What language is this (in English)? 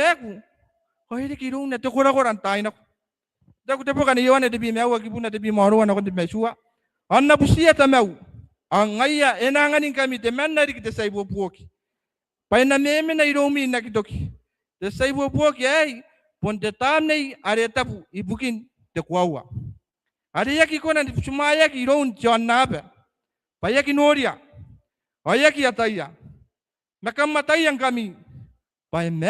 Gilbertese